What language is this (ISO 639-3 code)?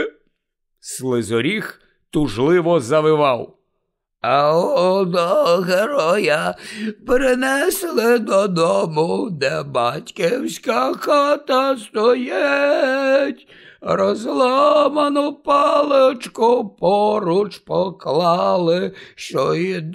ukr